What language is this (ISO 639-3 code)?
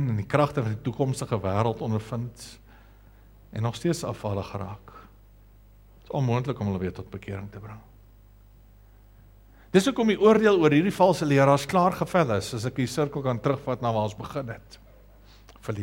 afr